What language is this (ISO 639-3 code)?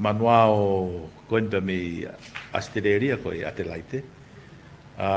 ton